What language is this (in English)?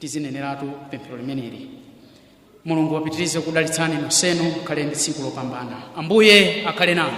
Nyanja